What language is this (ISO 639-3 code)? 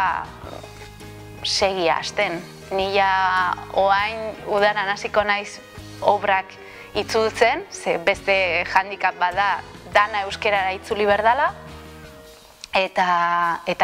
eus